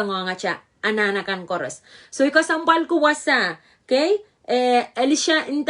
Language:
Pohnpeian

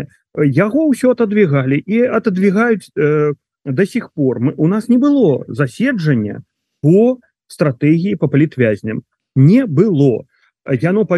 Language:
Belarusian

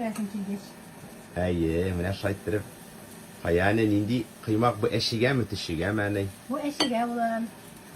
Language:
Tatar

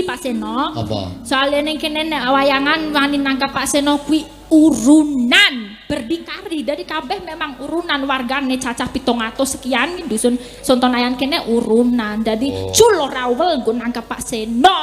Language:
Javanese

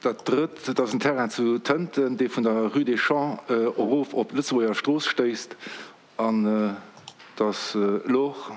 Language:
Luxembourgish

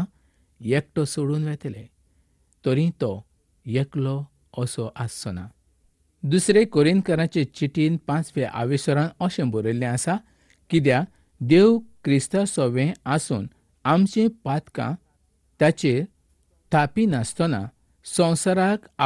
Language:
Konkani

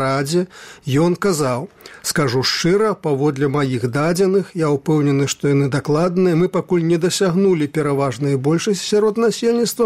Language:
Belarusian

